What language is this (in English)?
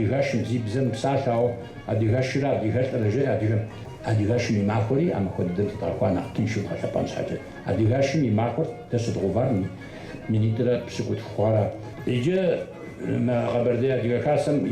Kabardian